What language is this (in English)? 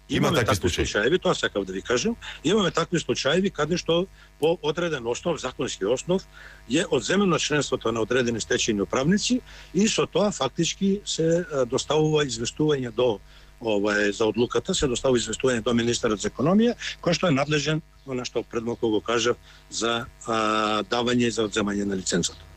Macedonian